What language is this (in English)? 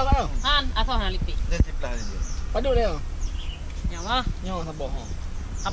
Achinese